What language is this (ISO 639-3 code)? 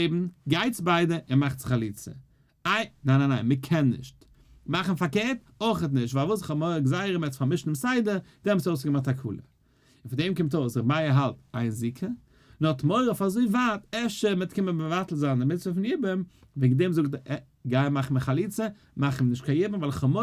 yid